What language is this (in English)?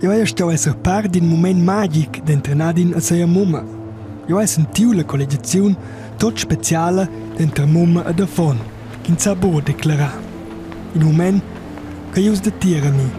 Romansh